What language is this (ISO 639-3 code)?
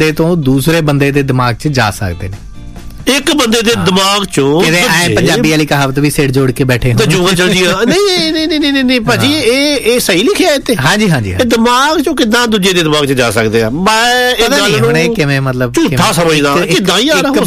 pan